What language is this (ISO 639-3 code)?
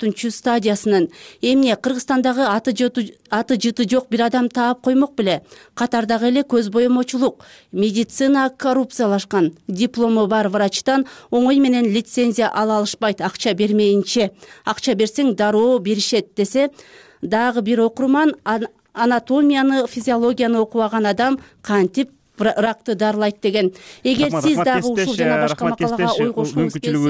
kir